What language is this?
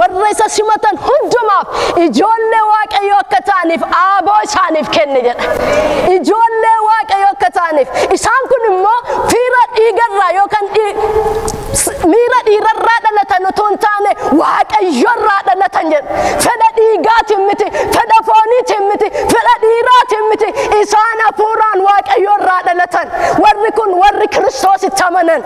Oromo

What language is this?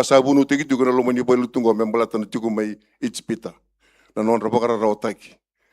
Fijian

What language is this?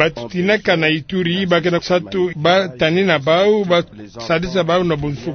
Kituba (Democratic Republic of Congo)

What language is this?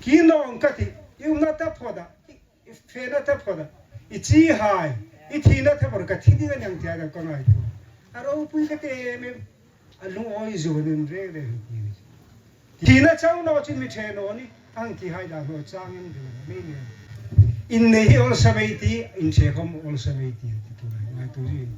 Hmar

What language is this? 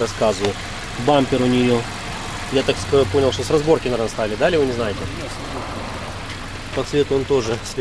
Russian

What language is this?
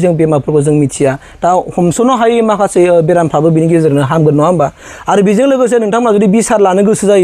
Bodo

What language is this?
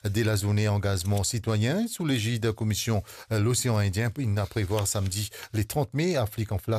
Morisyen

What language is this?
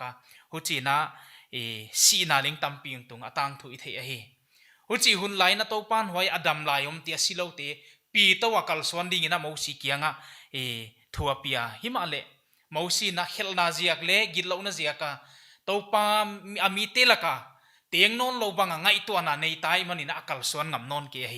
Paite Chin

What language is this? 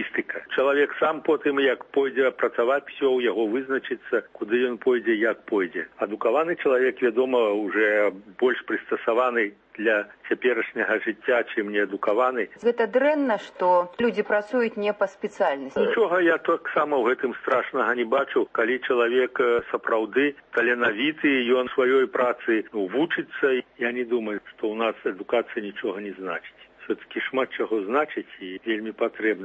Belarusian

